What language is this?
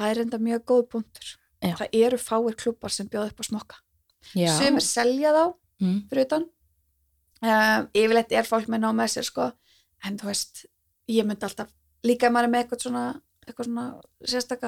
Icelandic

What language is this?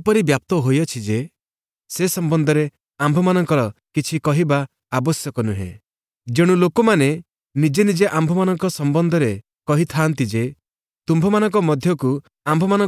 Odia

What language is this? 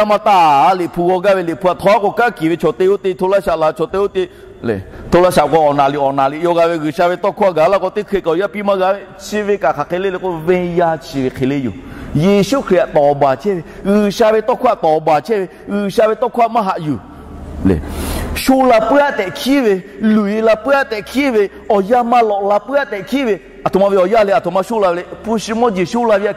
Lahu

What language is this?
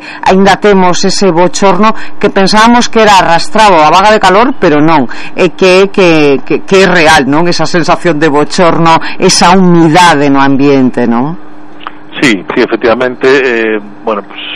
Galician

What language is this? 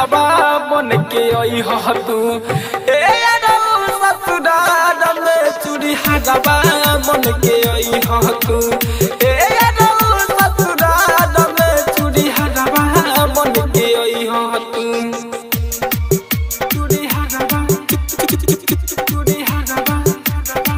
Bhojpuri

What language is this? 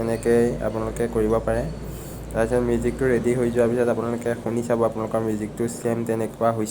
Assamese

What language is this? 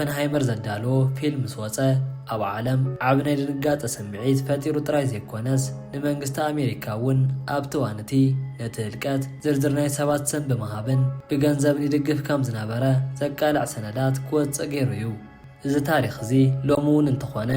Tigrinya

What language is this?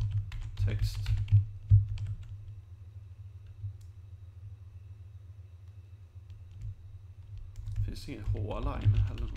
Swedish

